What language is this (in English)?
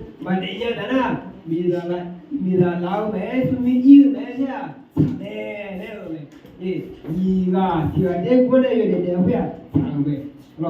Akha